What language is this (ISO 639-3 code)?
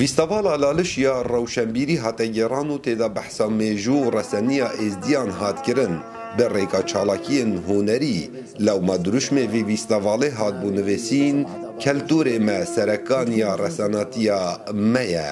kur